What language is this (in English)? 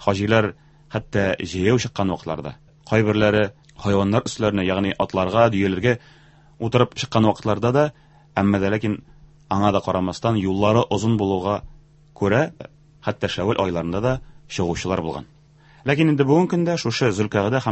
Tatar